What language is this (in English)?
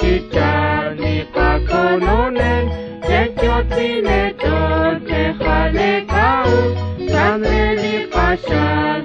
Kekchí